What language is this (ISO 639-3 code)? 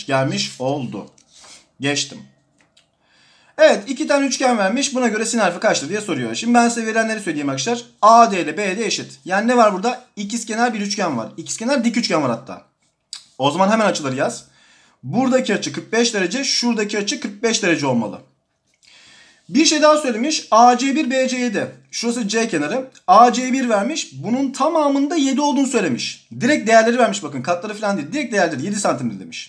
tur